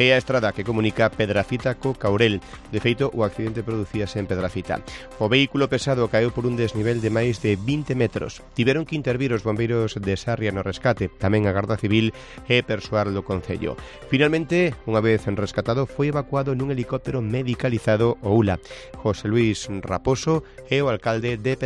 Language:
Galician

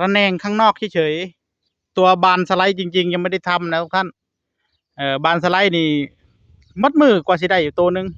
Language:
Northeastern Thai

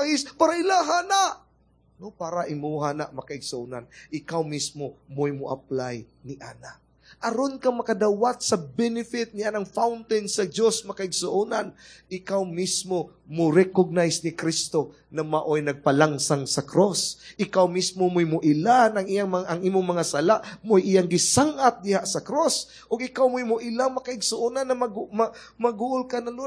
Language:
Cebuano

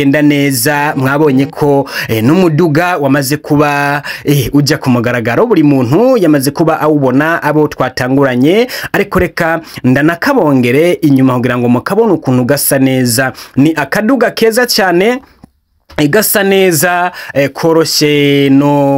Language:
Rundi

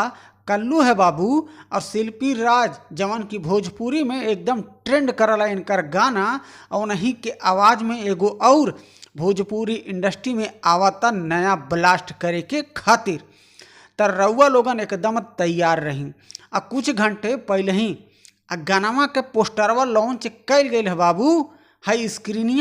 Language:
Bhojpuri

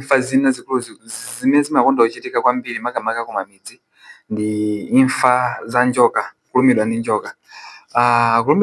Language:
Nyanja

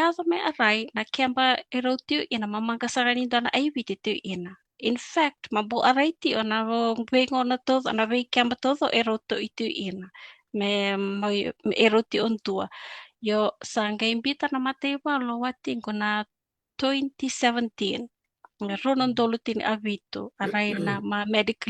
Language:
Fijian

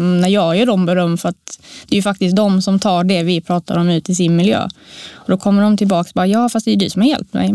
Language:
Swedish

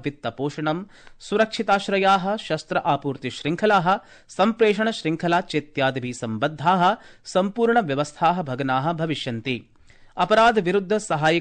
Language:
Sanskrit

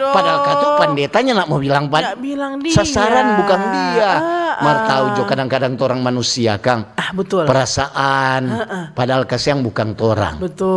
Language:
Manado Malay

